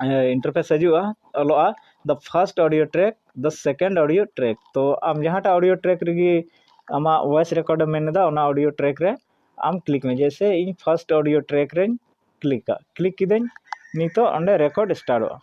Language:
Santali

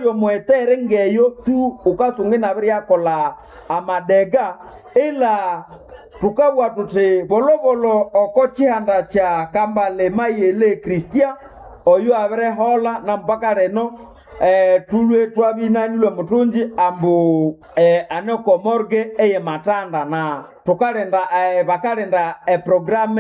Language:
Nande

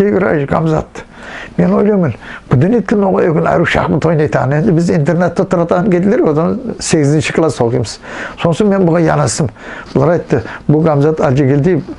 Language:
Nogai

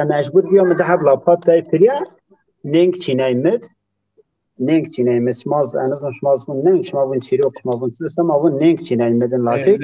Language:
Zaza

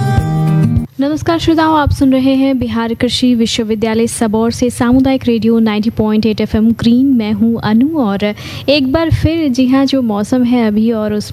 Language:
Hindi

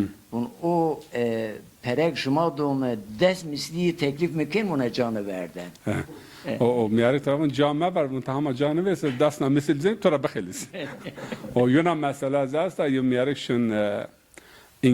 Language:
Zaza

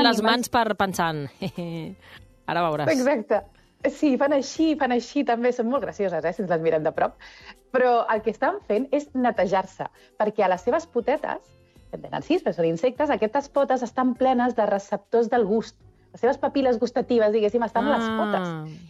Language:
Catalan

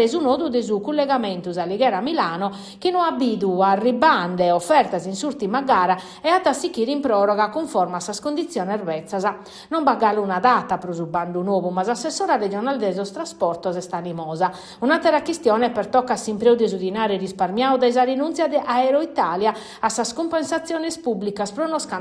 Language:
Sardinian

